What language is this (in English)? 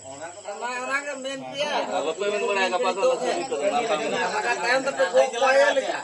Santali